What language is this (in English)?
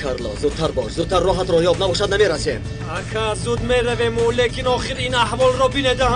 Tajik